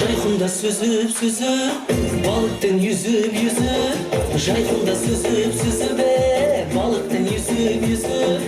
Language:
Kara-Kalpak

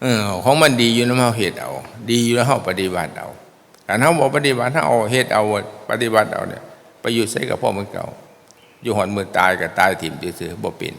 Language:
Northeastern Thai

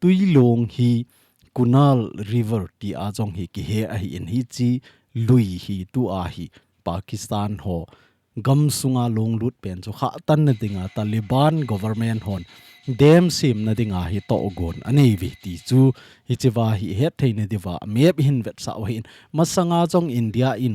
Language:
Thado Chin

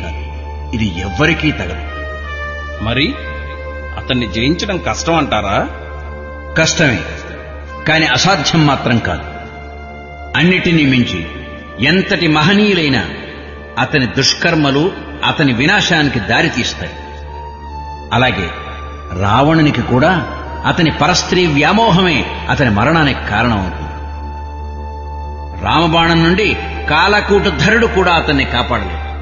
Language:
Telugu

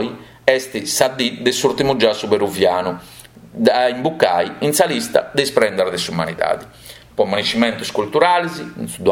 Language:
Sardinian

